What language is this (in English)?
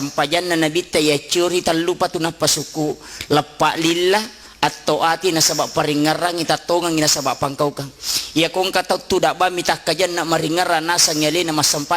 Buginese